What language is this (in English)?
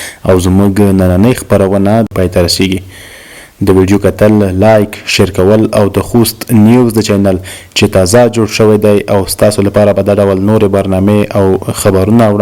Pashto